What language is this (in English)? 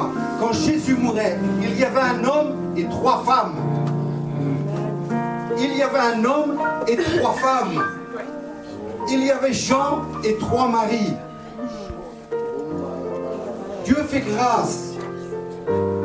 French